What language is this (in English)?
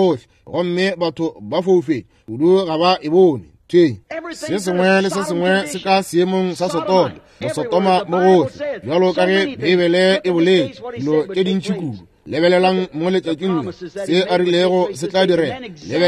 Northern Sotho